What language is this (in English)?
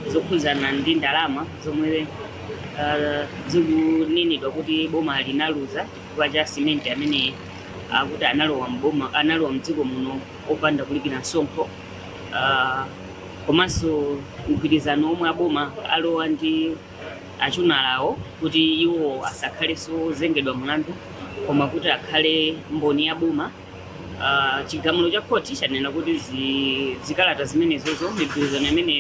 Nyanja